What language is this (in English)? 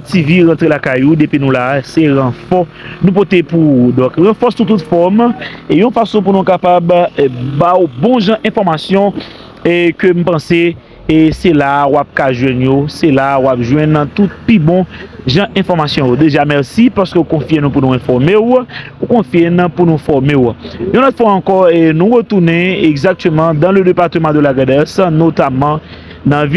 Haitian Creole